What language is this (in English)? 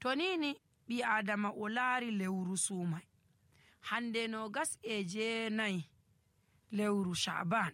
Nigerian Fulfulde